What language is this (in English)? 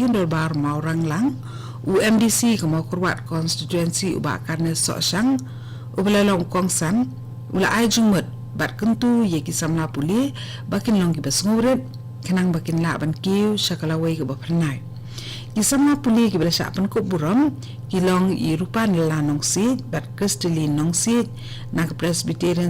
Khasi